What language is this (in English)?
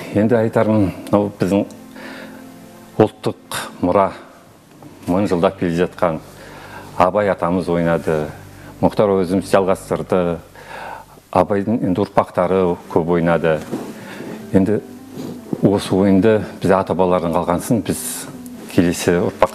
Kazakh